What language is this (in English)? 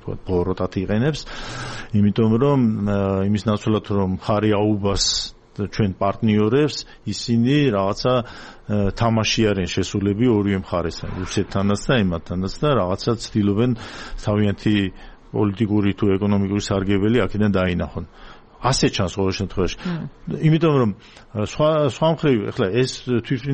Georgian